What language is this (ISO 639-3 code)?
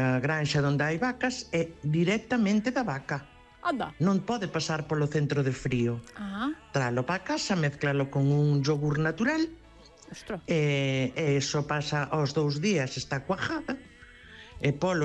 glg